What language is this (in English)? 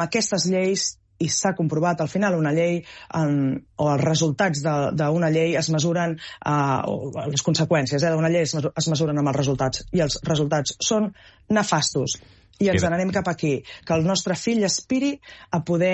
Catalan